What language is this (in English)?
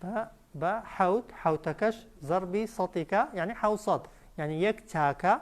Central Kurdish